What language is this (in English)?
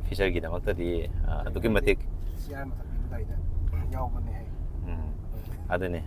Manipuri